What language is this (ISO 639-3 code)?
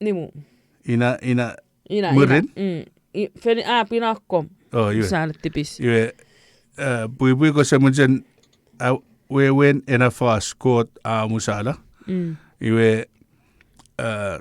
chk